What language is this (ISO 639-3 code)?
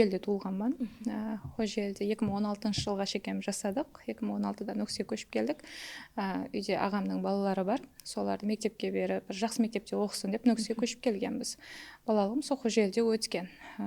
kaa